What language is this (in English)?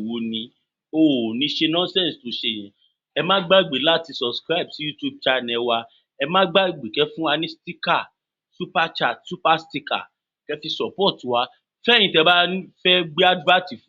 Yoruba